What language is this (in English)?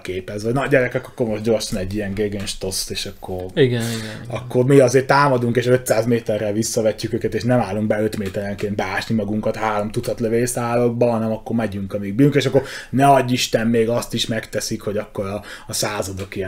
Hungarian